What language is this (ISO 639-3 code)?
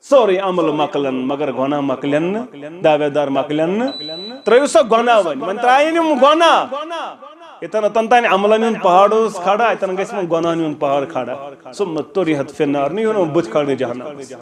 kas